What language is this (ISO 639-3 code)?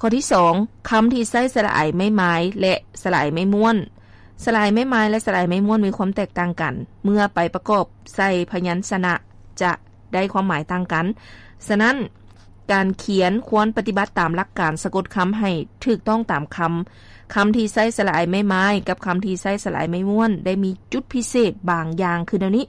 lao